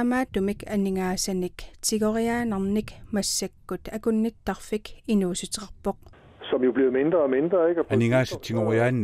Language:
Kalaallisut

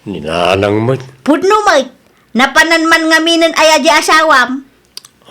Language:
Iloko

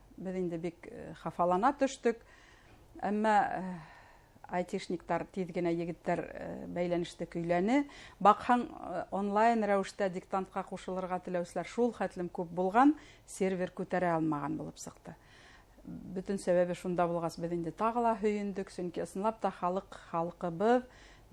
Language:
Bashkir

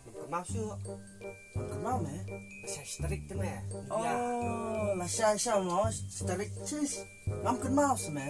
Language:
Khasi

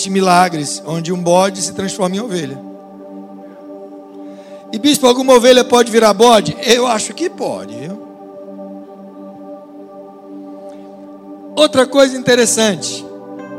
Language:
Portuguese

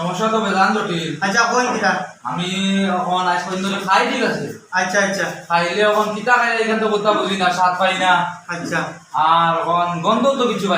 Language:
Sylheti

